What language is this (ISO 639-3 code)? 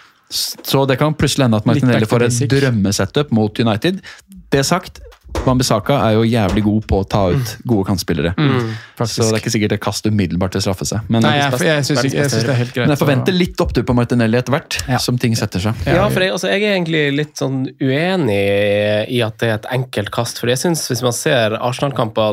nor